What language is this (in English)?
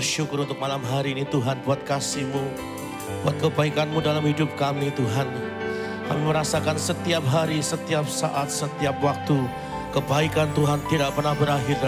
Indonesian